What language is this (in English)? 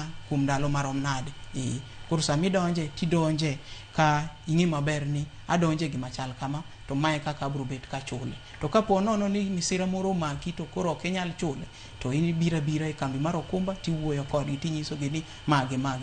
Luo (Kenya and Tanzania)